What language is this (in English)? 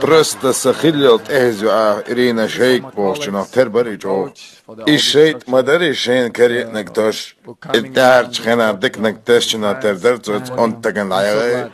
Chechen